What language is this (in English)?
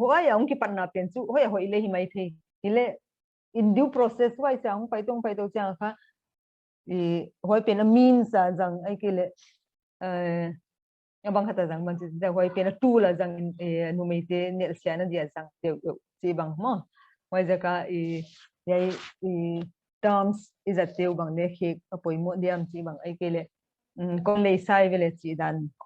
Paite Chin